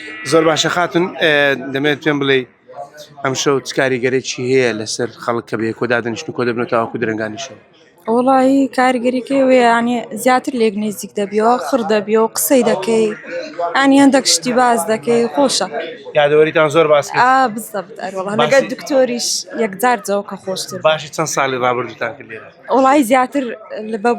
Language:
Central Kurdish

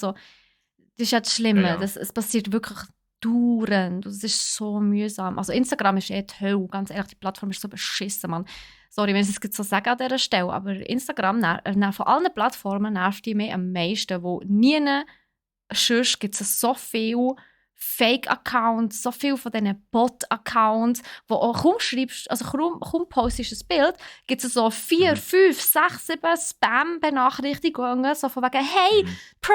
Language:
Swiss German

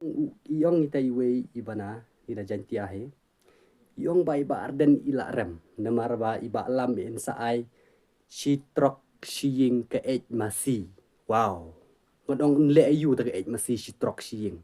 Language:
Khasi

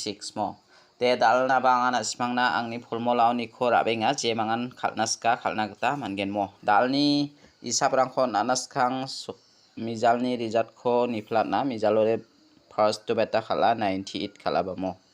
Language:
Garo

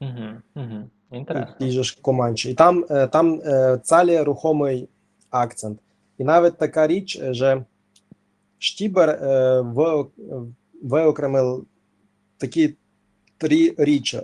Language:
Rusyn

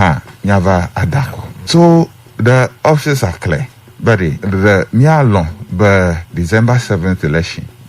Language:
Ewe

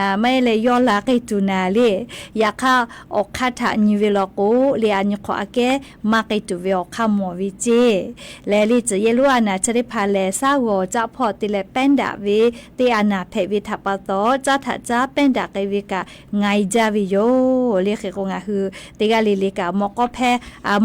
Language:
Lahu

